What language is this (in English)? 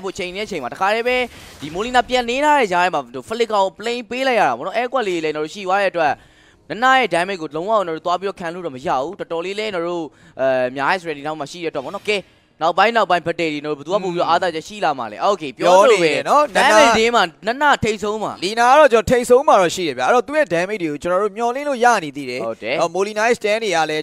Burmese